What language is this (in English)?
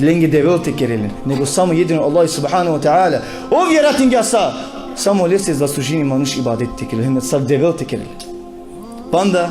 Balkan Romani